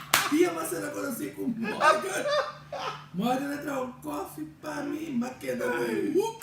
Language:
Papiamento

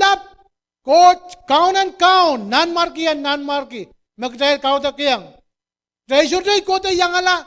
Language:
Pohnpeian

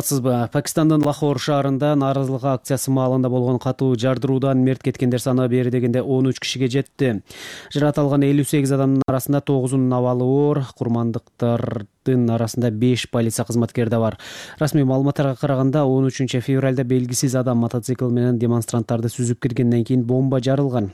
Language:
Kyrgyz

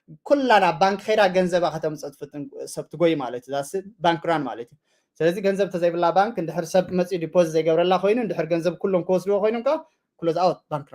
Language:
Tigrinya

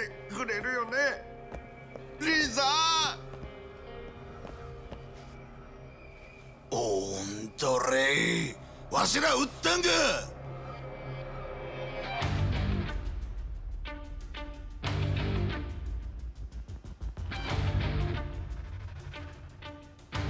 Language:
Japanese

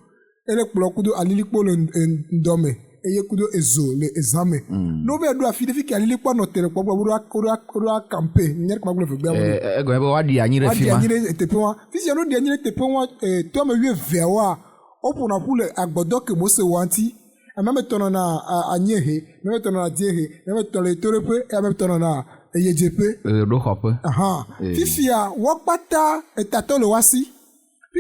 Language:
Ewe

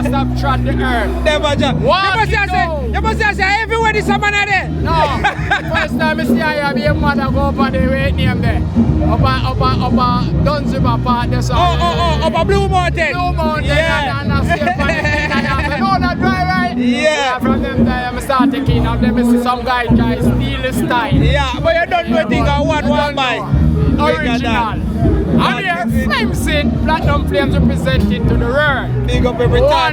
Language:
Jamaican Creole English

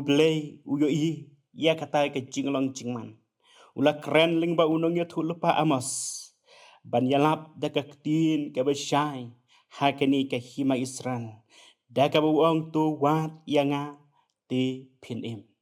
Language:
Khasi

